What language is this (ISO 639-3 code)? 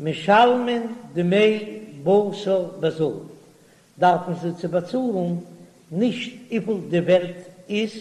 yid